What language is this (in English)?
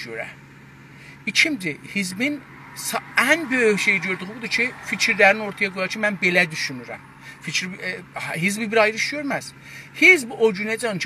South Azerbaijani